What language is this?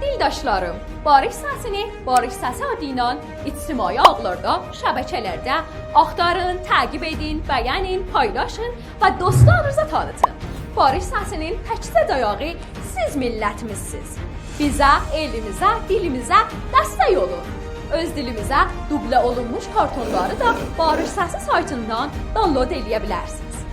South Azerbaijani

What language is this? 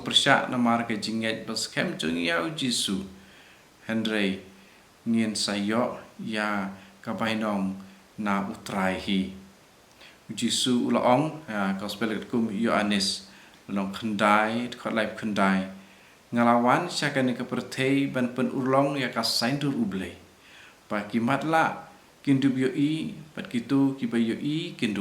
Khasi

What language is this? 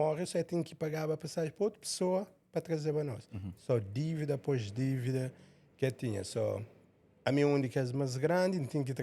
Kabuverdianu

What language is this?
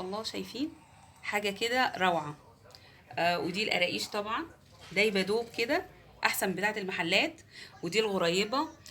Egyptian Arabic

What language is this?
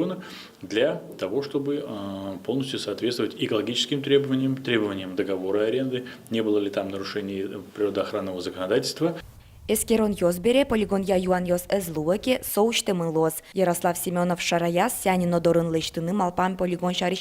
Udmurt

